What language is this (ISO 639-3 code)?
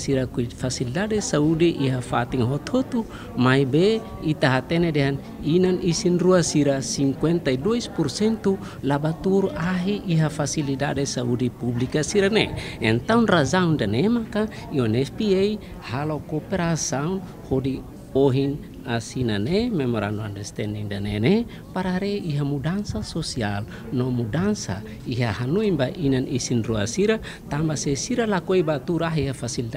tet